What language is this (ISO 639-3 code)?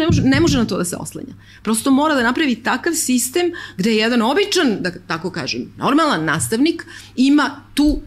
srp